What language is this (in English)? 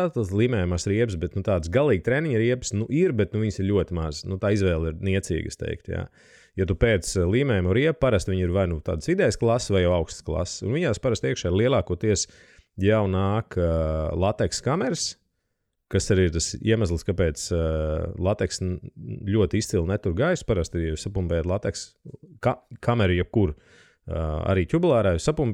Latvian